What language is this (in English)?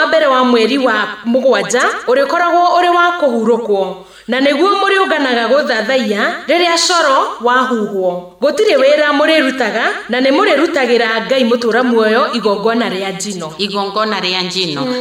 Kikuyu